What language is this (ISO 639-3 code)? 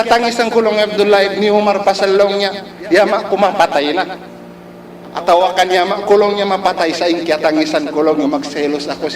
tsg